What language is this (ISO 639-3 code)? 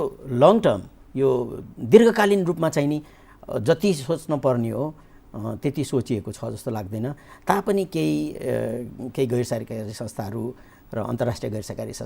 nep